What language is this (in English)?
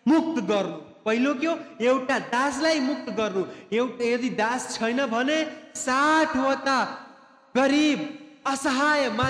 Nepali